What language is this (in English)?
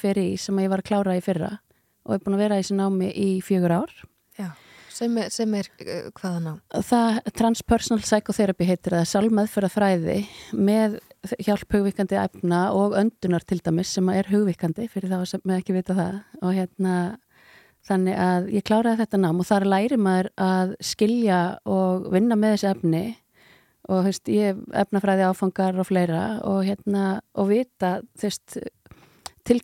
Icelandic